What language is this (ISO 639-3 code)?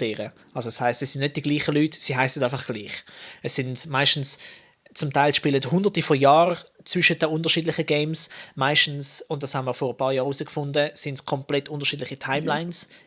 gsw